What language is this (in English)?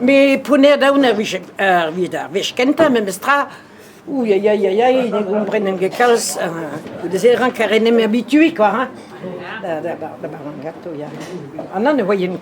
Breton